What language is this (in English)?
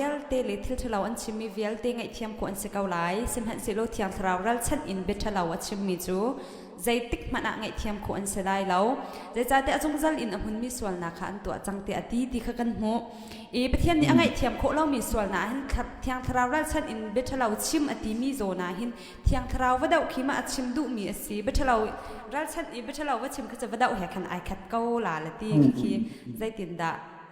Hakha Chin